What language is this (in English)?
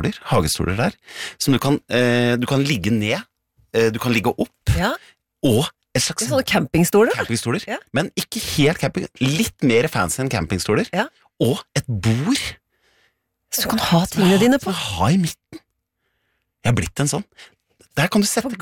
Norwegian